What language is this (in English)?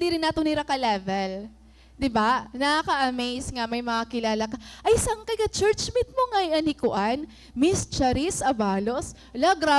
Waray